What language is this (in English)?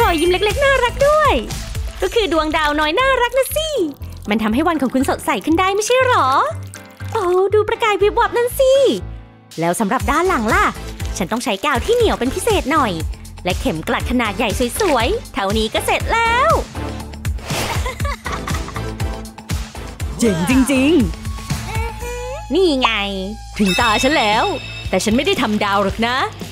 Thai